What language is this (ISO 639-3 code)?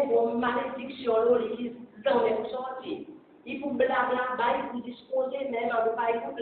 crs